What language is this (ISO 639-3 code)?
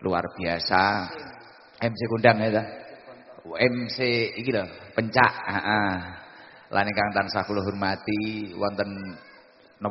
jav